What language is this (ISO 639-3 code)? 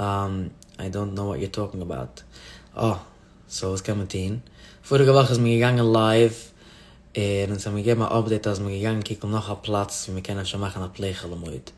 yid